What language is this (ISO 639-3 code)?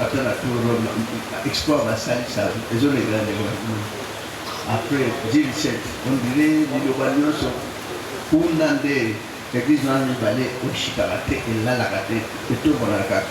lin